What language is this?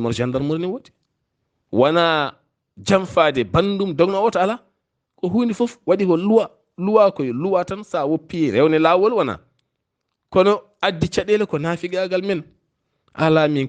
Fula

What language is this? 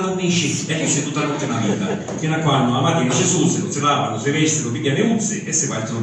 Sicilian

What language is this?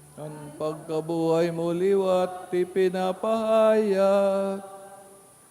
Bikol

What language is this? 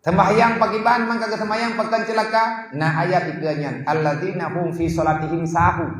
Achinese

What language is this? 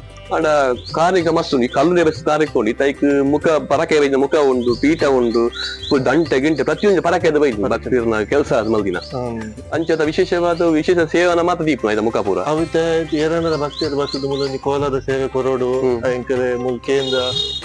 Tulu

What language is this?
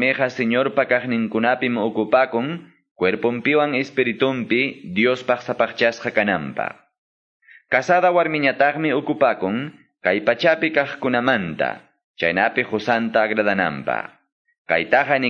Quechua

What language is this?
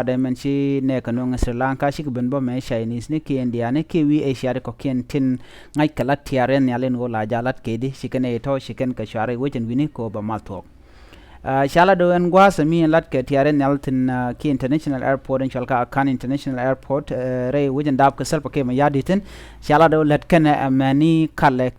Nuer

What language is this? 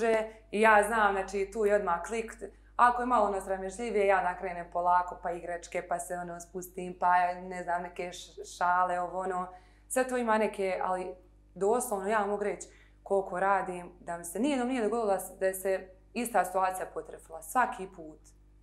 Bosnian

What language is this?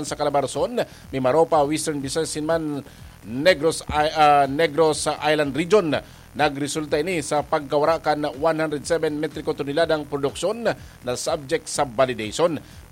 Bikol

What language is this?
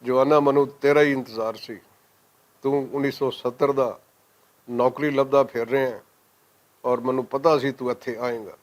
Western Panjabi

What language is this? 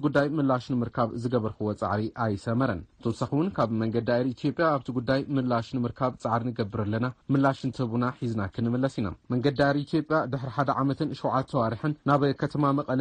Tigrinya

